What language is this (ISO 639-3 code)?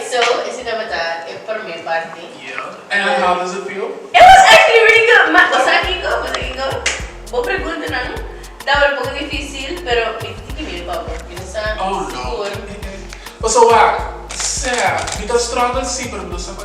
pap